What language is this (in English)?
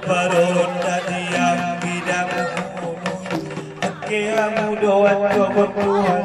Batak Angkola